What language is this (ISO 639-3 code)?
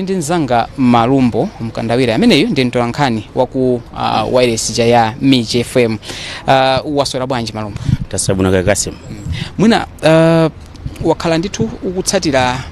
nya